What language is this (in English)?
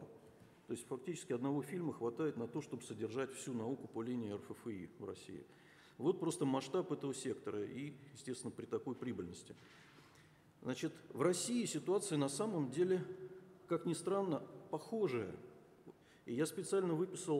Russian